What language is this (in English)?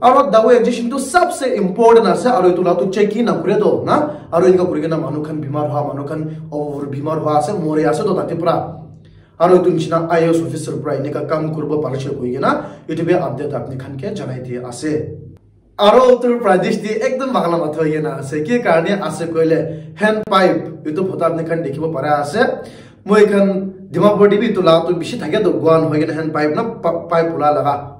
Naga Pidgin